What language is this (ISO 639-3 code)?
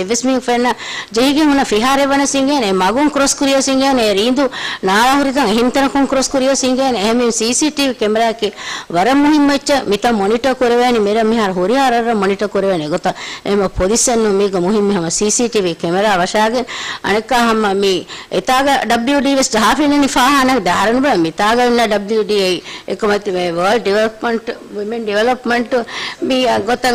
div